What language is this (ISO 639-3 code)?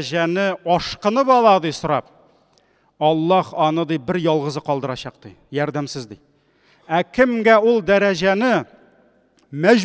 tat